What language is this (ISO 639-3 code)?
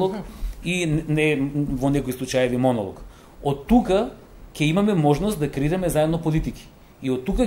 mkd